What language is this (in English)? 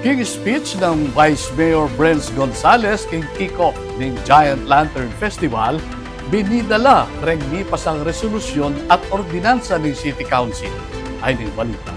Pampanga